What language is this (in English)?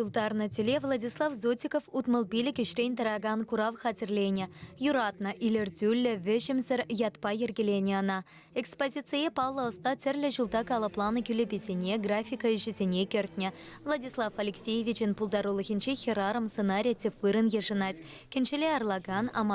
Chuvash